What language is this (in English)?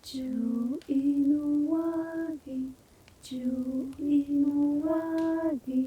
Atayal